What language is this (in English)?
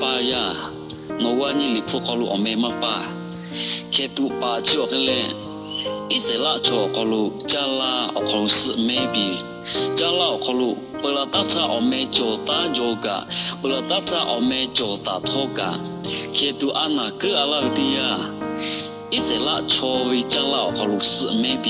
Lahu